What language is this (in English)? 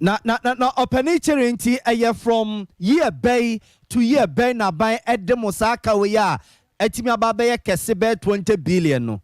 Akan